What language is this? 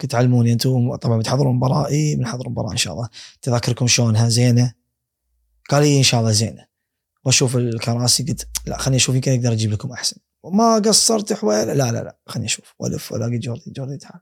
Gulf Arabic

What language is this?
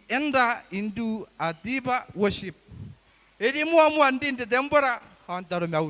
Gilbertese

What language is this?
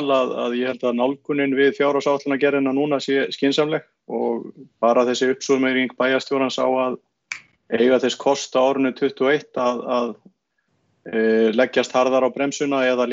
Icelandic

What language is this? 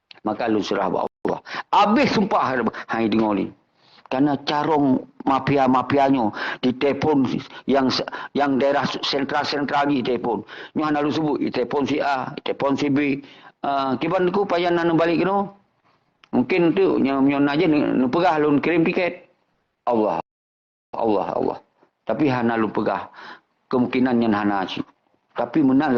Achinese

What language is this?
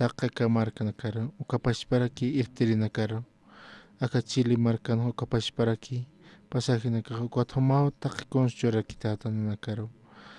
Aymara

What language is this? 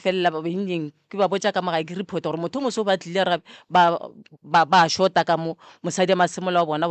Northern Sotho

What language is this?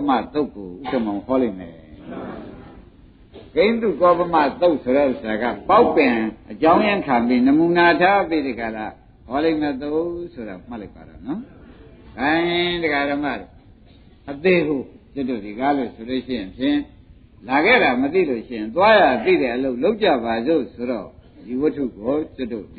Burmese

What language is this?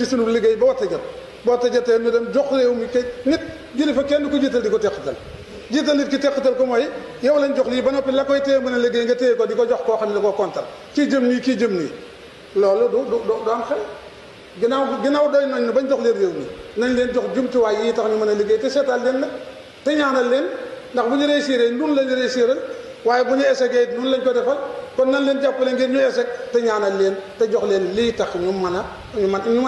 Wolof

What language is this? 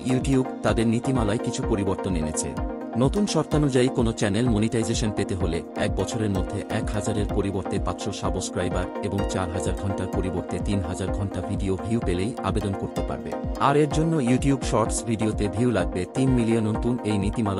Bangla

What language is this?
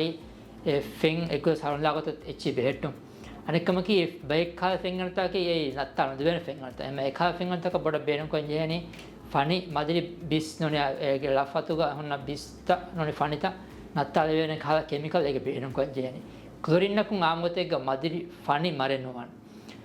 Divehi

